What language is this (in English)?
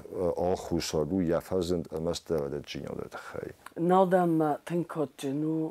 Ossetic